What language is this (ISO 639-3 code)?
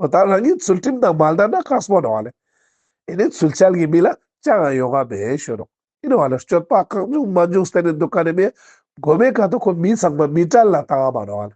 lbj